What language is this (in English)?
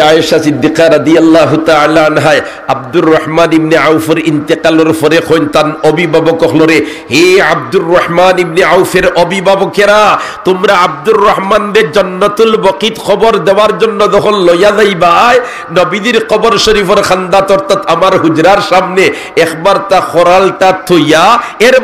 Sylheti